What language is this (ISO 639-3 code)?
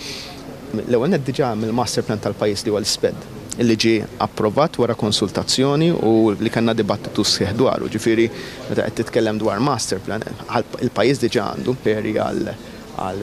mlt